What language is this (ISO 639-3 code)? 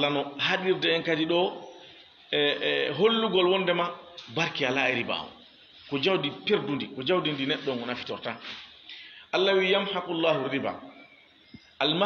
ful